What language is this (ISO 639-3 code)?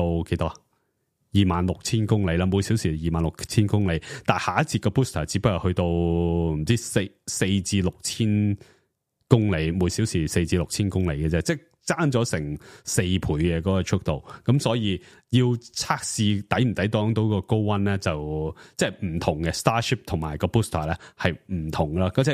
yue